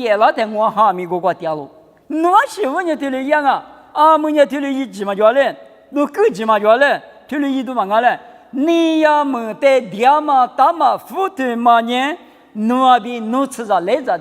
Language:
Lisu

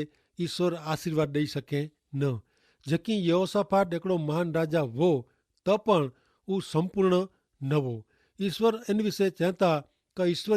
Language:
Kachhi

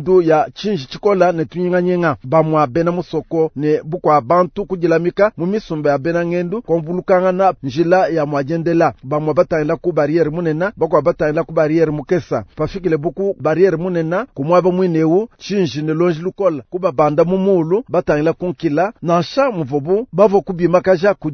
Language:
Luba-Lulua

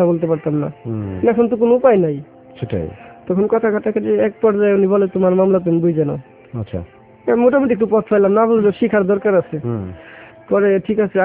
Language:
Bangla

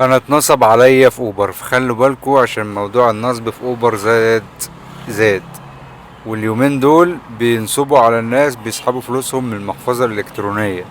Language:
Egyptian Arabic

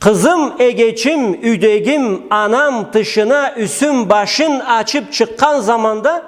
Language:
Karachay-Balkar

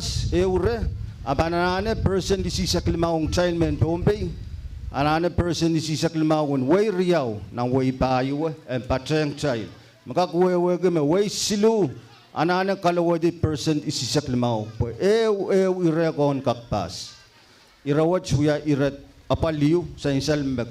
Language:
Pohnpeian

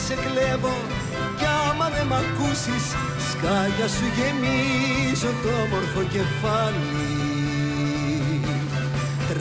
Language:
Greek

